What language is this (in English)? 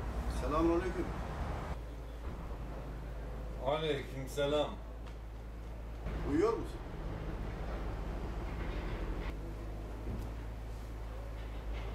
Turkish